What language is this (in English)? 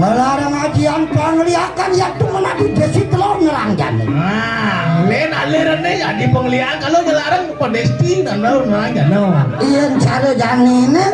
Balinese